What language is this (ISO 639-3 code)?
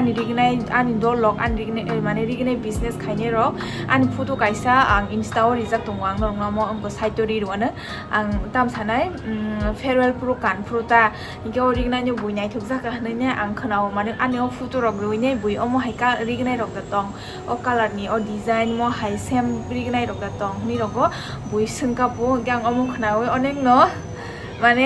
trp